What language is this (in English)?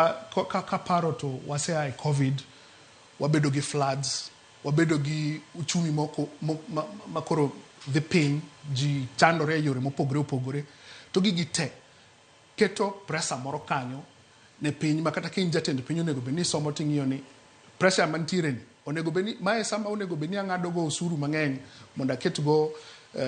Luo (Kenya and Tanzania)